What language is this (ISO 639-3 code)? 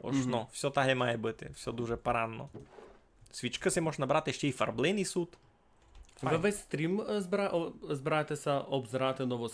rue